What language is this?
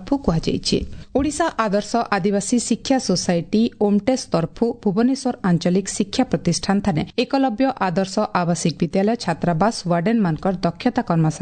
Odia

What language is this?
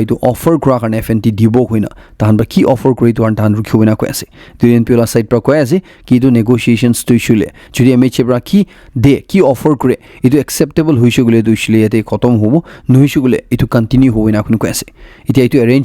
Naga Pidgin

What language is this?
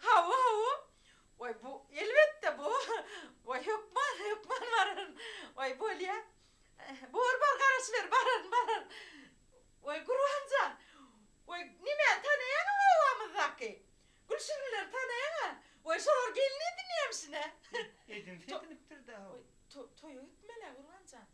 Turkmen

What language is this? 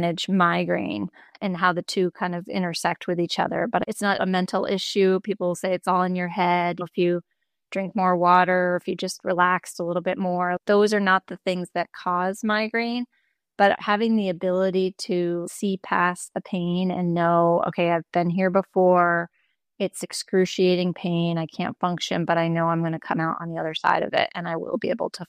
English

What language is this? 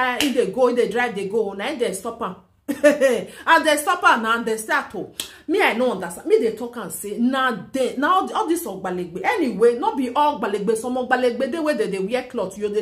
Nigerian Pidgin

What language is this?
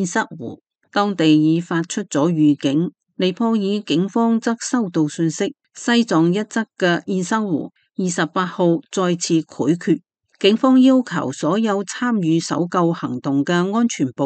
Cantonese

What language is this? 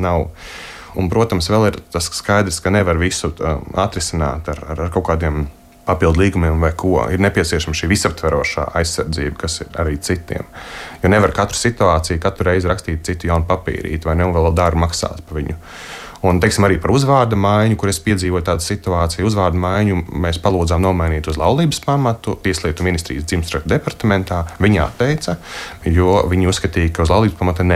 Latvian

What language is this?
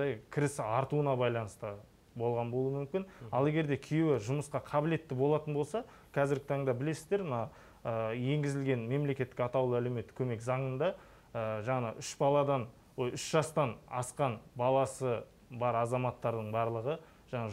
Kazakh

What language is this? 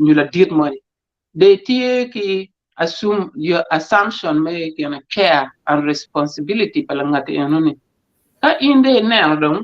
Acoli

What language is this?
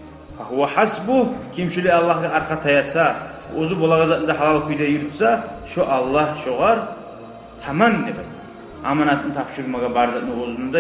Kumyk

